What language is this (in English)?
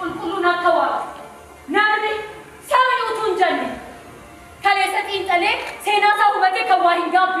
Oromo